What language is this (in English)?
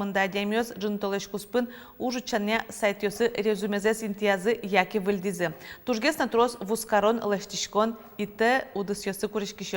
Udmurt